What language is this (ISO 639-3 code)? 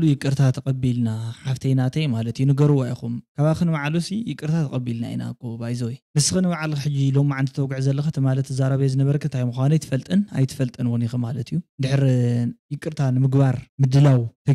tir